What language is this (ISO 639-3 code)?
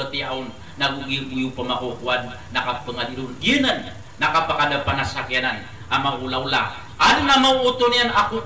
mrw